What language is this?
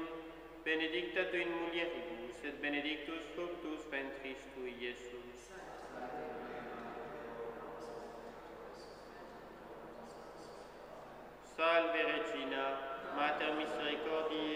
Latin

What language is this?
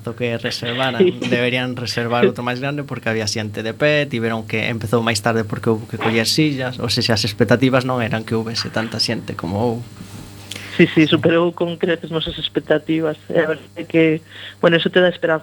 Galician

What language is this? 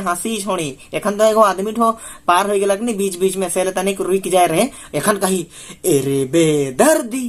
Sadri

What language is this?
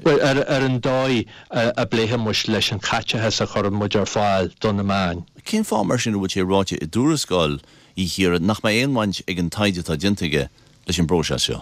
Irish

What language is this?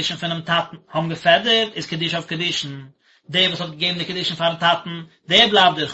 Yiddish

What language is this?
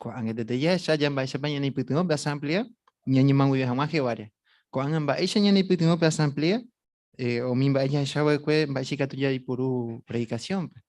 Guarani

